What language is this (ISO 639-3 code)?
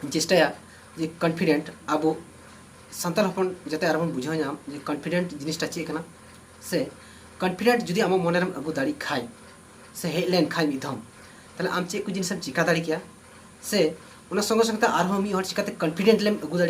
sat